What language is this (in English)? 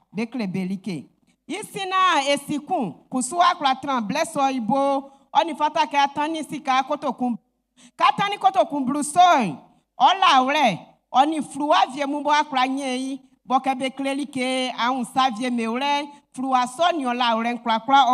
Baoulé